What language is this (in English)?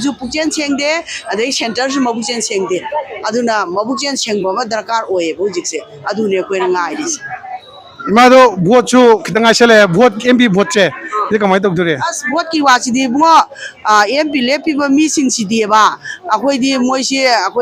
Manipuri